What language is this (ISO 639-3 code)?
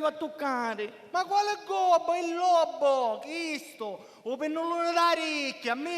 scn